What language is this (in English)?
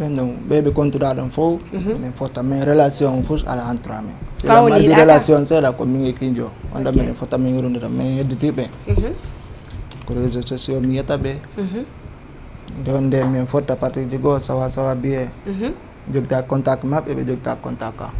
Fula